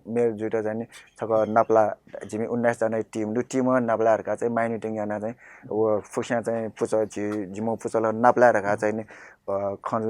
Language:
Newari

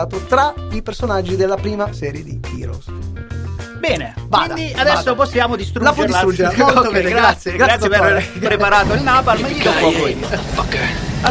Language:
Italian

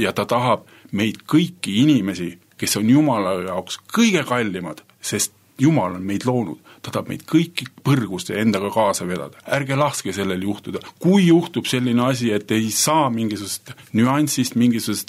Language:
Estonian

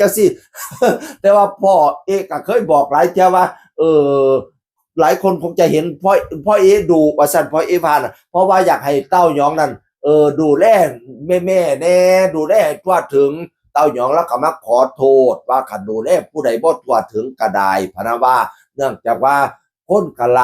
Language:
Northeastern Thai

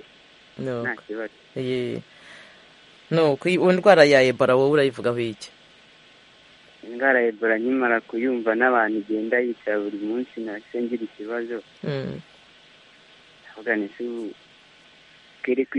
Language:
Kinyarwanda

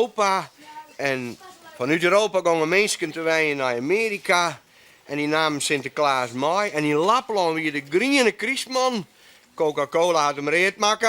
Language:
Western Frisian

